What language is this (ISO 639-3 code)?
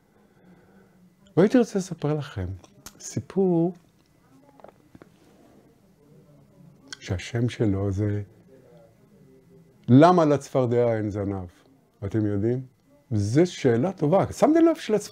heb